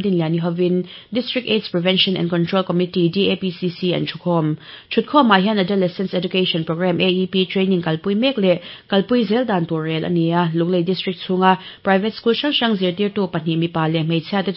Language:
Mizo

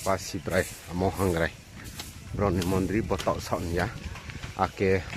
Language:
Riang (India)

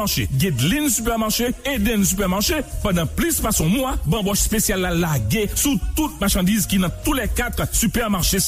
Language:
Haitian Creole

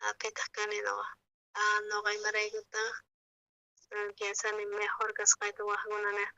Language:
South Bolivian Quechua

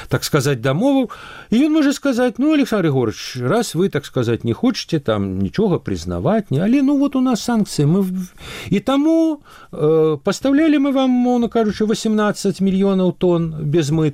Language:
Belarusian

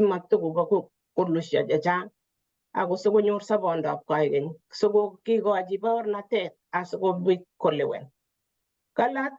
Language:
Kalenjin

